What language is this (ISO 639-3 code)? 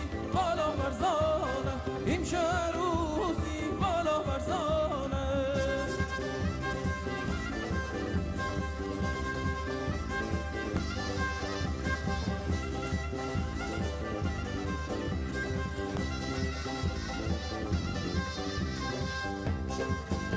kur